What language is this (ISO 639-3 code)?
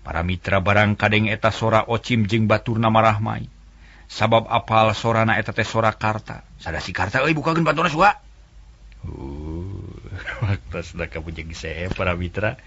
sun